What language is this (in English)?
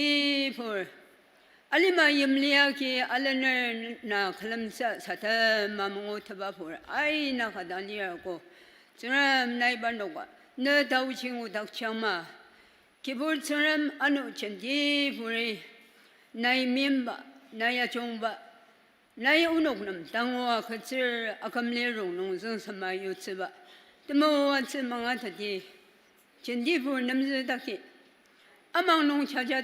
Ao Naga